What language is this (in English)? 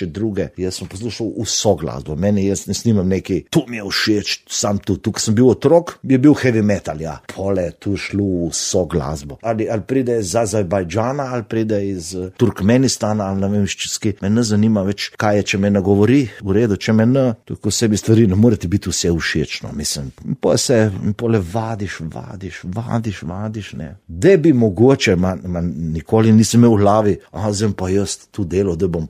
Slovenian